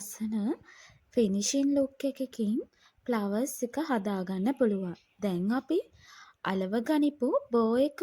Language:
Sinhala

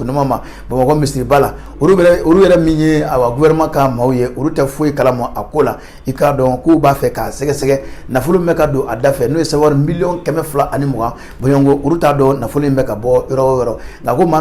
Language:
Bambara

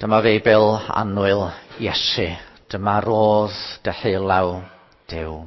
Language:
Welsh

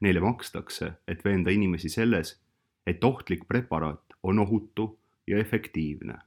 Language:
Estonian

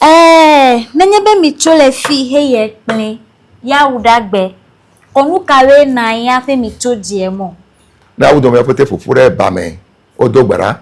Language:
Ewe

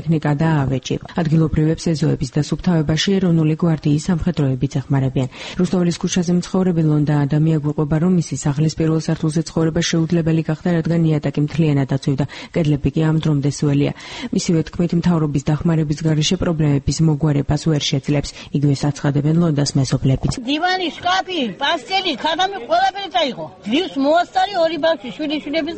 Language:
Georgian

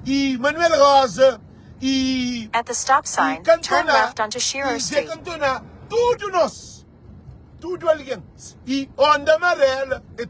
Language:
Kabuverdianu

